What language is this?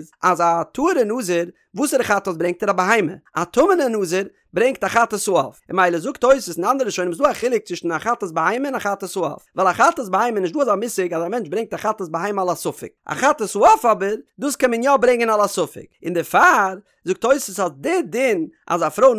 Yiddish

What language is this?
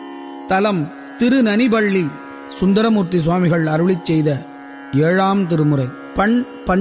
Tamil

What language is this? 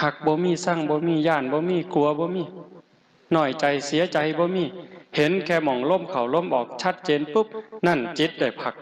Northeastern Thai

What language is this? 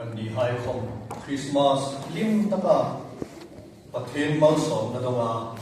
Hmar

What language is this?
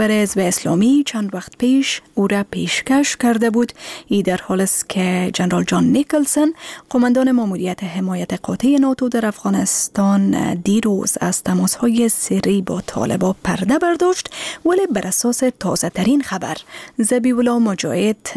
Persian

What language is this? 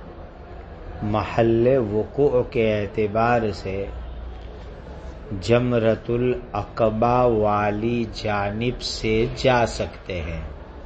Urdu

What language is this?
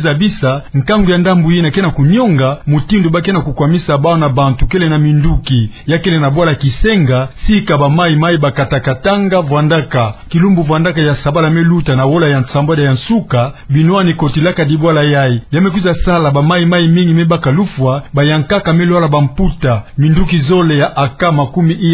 Kituba (Democratic Republic of Congo)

